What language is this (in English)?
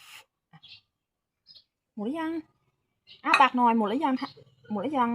Lao